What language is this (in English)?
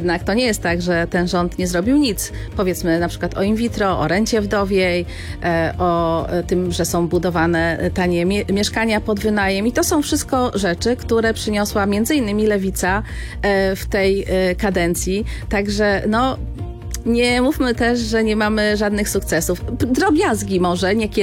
Polish